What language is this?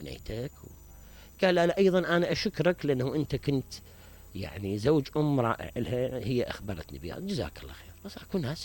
Mesopotamian Arabic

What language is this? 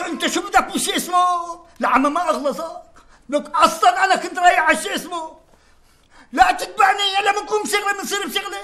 North Levantine Arabic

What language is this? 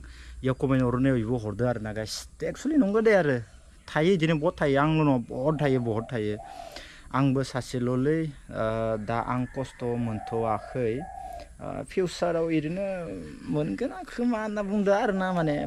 Bodo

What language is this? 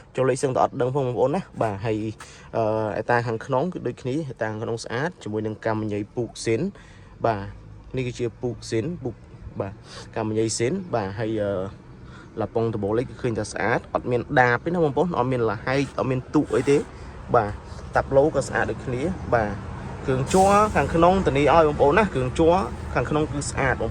Khmer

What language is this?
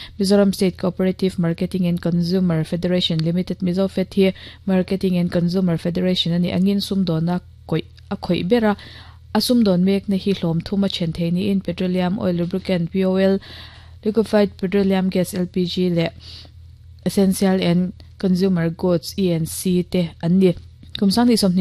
Mizo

